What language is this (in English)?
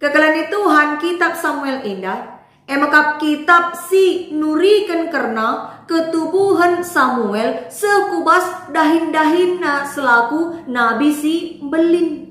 Batak Karo